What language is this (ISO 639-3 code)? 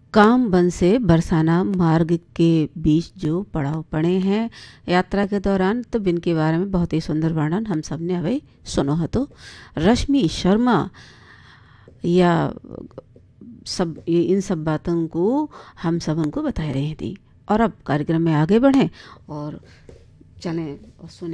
hin